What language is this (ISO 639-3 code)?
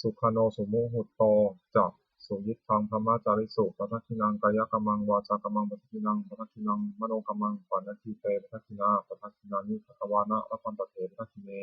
pli